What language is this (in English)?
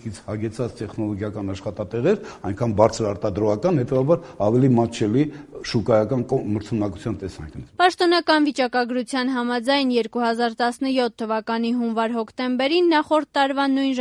Armenian